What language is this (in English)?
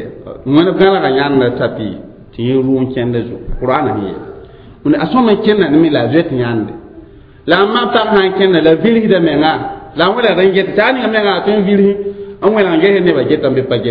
Mossi